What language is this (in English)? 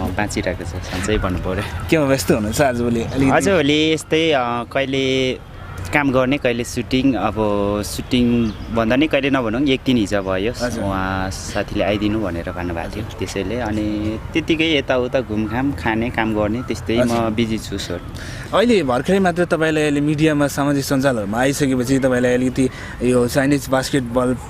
Nepali